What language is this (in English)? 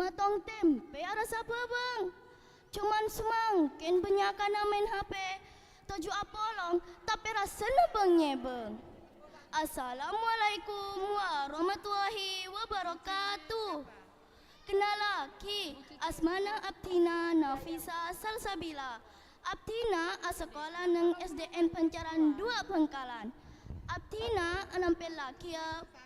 Madurese